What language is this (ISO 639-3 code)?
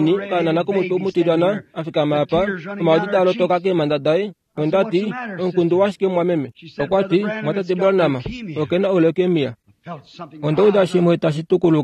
kua